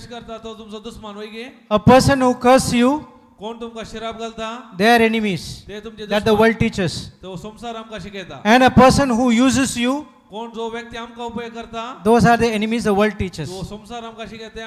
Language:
Konkani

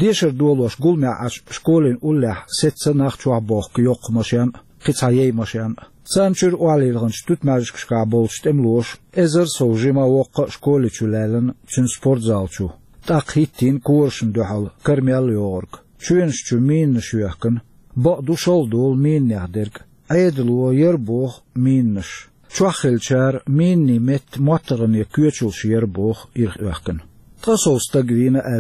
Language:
Chechen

